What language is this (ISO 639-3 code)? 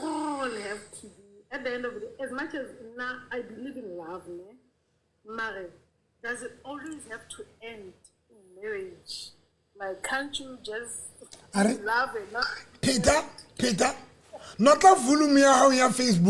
sot